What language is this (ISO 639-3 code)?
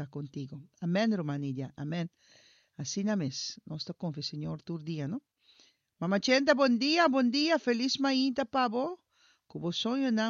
pap